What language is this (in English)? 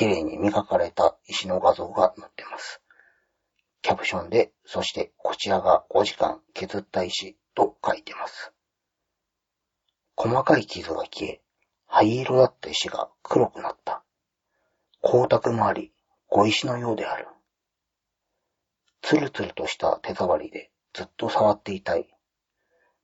Japanese